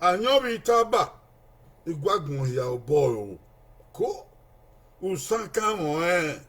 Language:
Bini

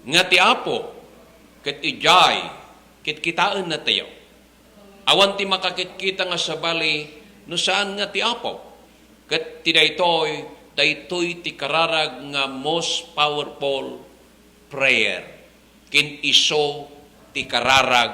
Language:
Iloko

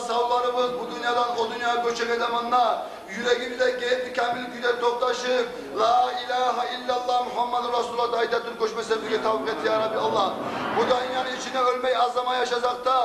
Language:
Kumyk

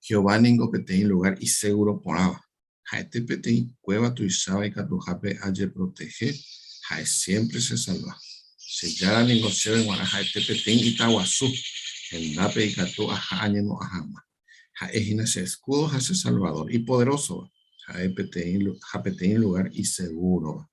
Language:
Guarani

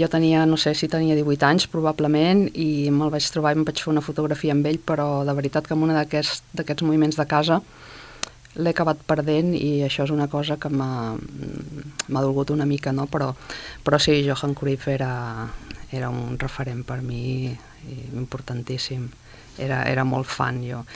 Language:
Catalan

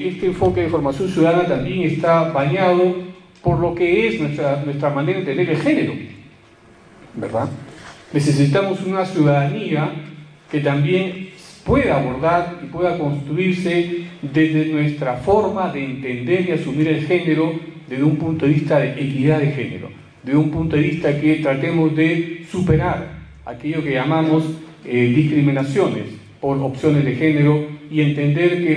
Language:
Spanish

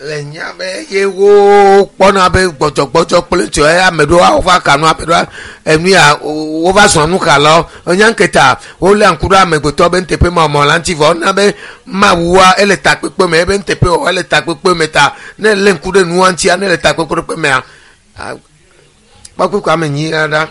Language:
Ewe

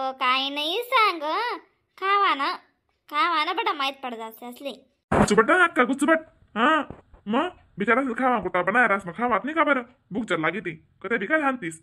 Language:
Khandesi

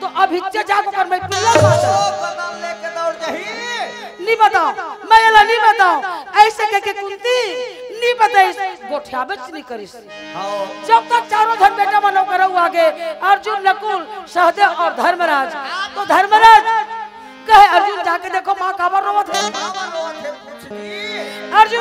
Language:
Chhattisgarhi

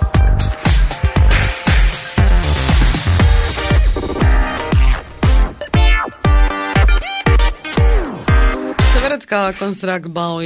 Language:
Croatian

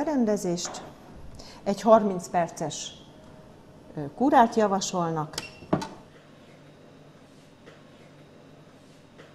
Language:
Hungarian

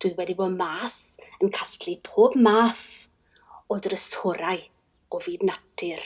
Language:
Welsh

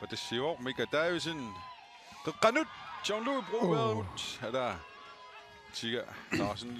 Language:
Kalaallisut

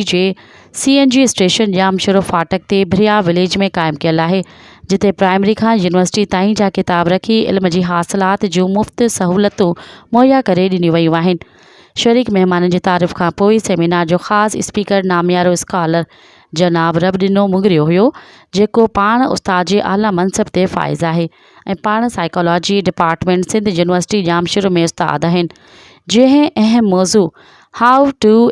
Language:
Sindhi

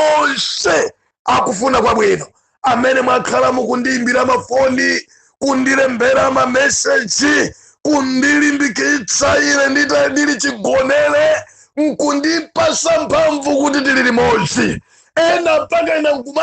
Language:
Nyanja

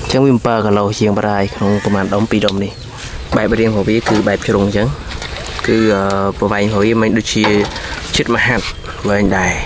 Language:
Khmer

